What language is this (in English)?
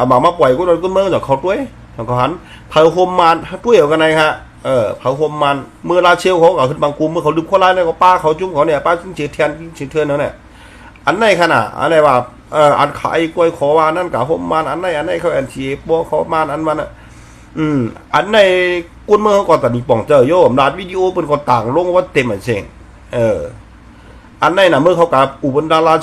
Shan